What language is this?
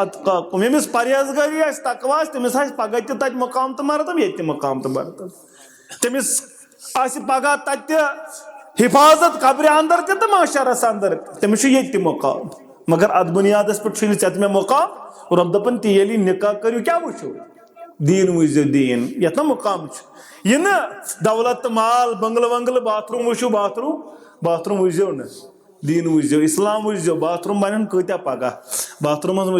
Kashmiri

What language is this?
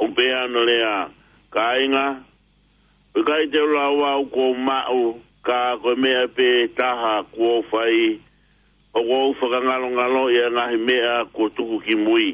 Tongan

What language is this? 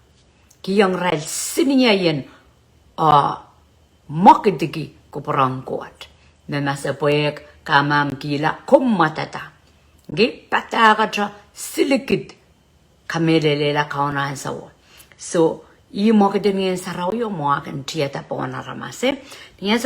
Pohnpeian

